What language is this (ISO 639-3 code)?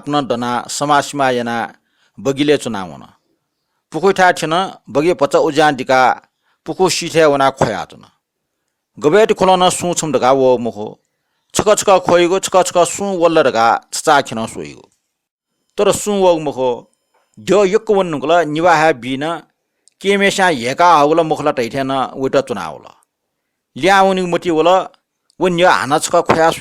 new